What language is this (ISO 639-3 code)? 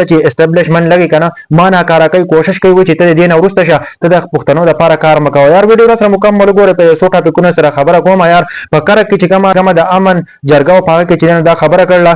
pus